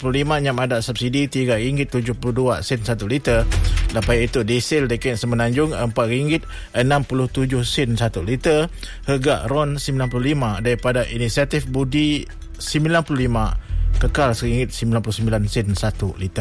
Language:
Malay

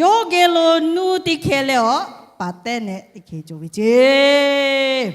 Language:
Lahu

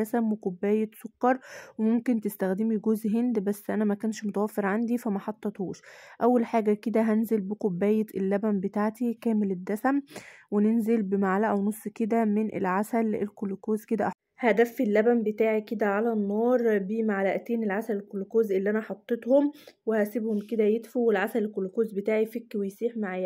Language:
Egyptian Arabic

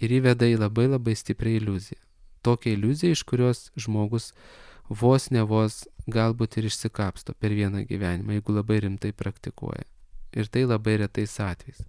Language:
Lithuanian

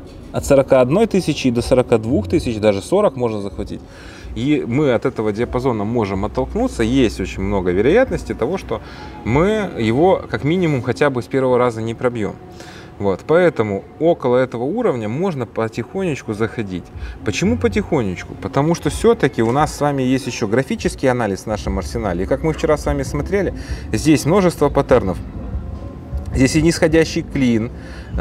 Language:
Russian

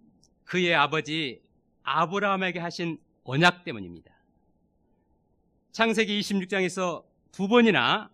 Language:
Korean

